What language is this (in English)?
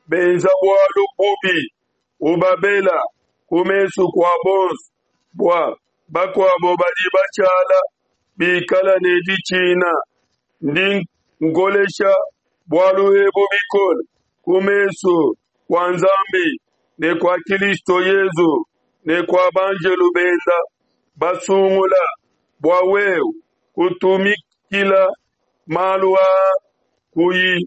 Luba-Lulua